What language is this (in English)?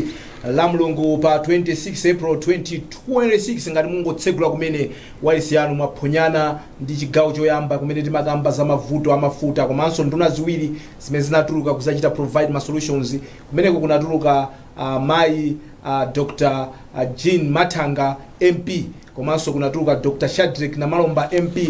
Nyanja